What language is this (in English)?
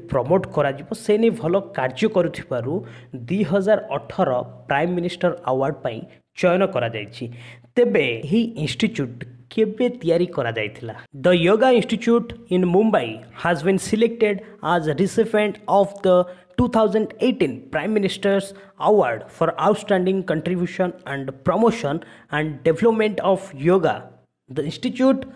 Odia